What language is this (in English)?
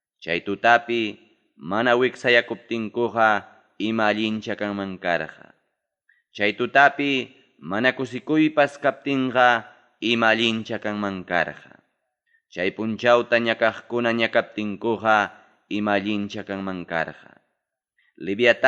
Ayacucho Quechua